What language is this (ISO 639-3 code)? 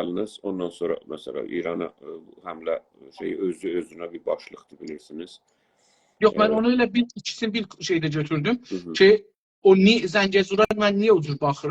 azb